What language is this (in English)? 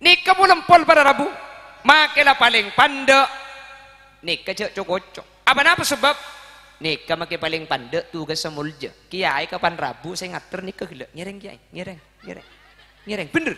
Madurese